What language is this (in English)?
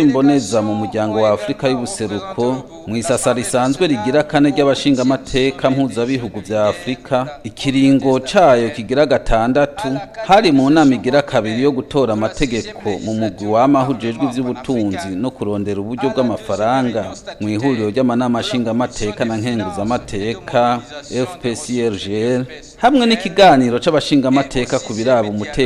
Rundi